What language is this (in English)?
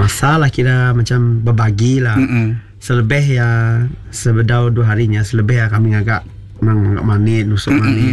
Iban